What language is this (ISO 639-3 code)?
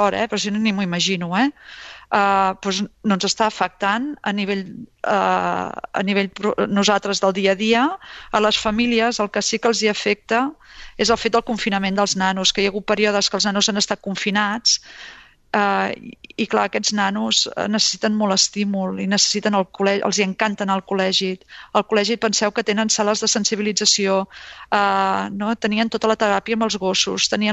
cat